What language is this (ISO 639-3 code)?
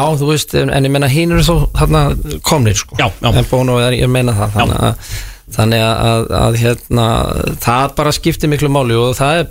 isl